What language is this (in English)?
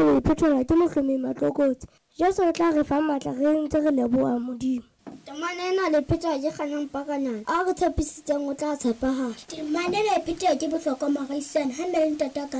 Southern Sotho